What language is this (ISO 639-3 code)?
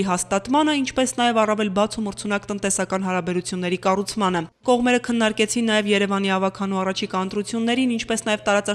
hye